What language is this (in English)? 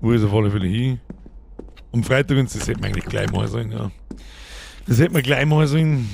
Bavarian